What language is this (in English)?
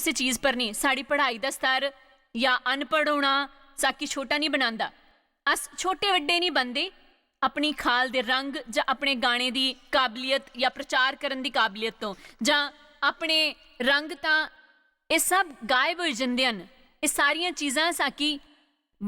Dogri